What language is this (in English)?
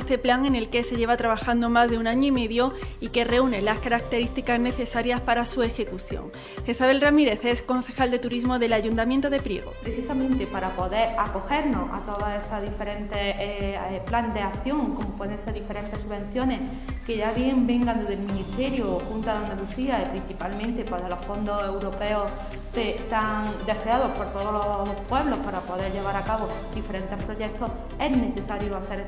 Spanish